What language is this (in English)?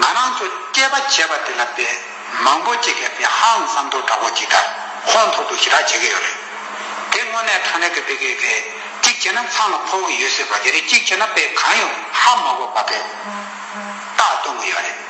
Tibetan